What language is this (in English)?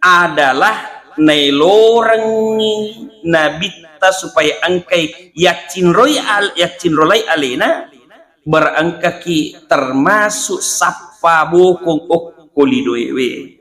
Buginese